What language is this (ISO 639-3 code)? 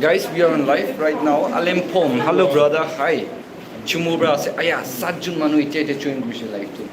nag